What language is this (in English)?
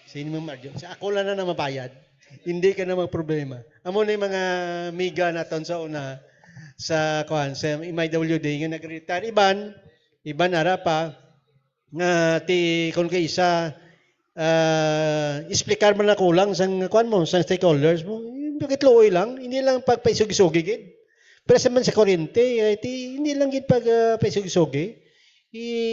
Hiligaynon